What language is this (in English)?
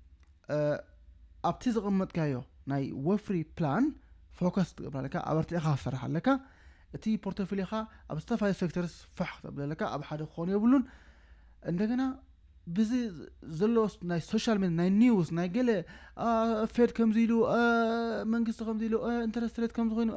Tigrinya